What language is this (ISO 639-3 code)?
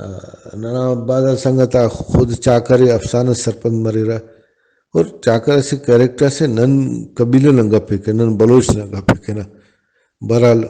brh